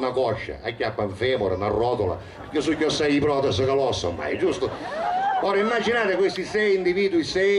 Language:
Sicilian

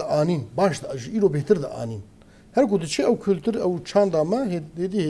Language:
Kurdish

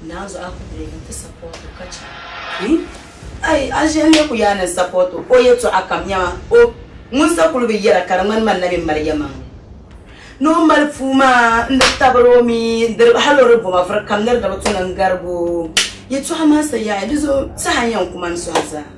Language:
Dagbani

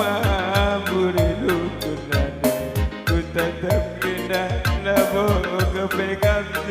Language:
Batak Karo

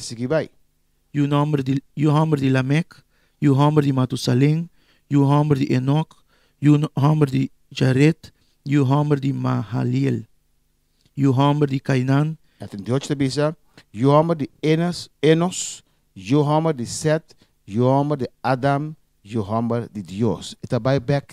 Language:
Papiamento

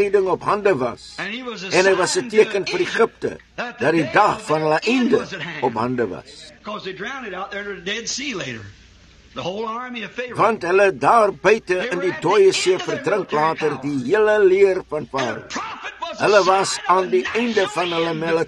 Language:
Afrikaans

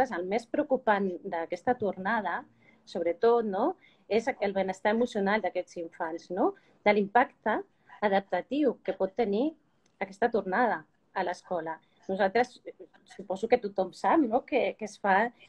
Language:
Catalan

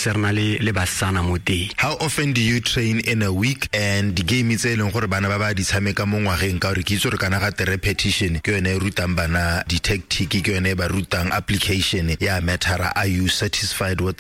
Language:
Tswana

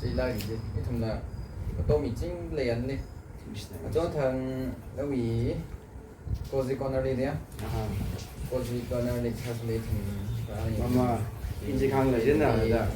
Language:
Tangkhul Naga (India)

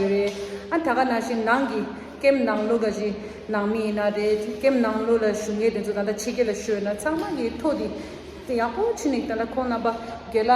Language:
Tibetan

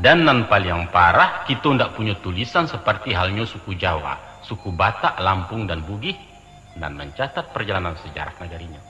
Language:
Minangkabau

